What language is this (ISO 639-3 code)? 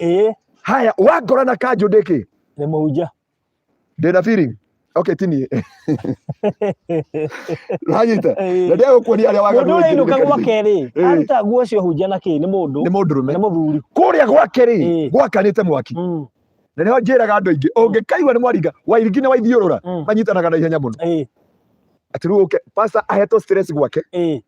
kik